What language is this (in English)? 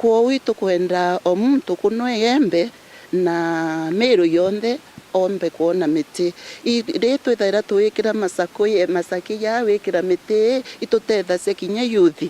Meru